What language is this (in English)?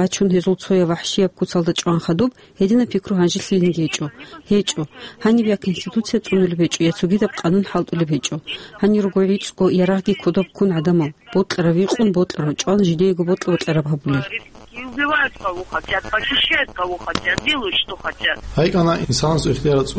Avaric